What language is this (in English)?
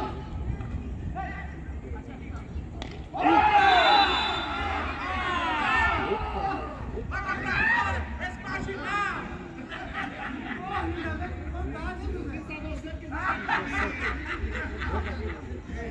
Portuguese